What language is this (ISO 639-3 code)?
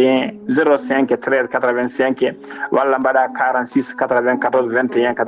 ful